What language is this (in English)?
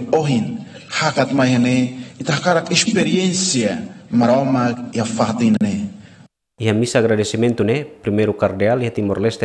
Tetum